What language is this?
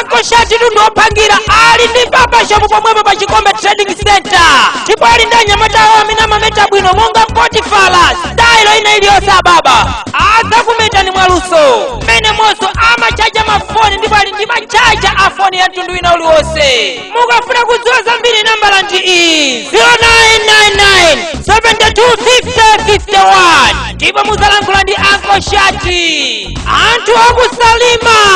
Nyanja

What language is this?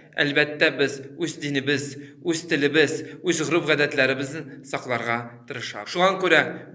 Tatar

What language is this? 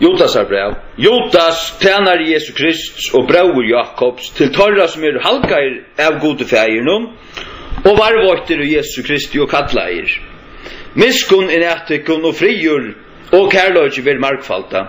Faroese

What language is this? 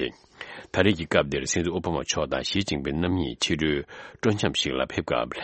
Tibetan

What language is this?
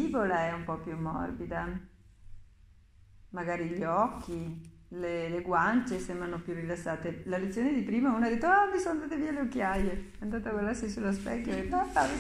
Italian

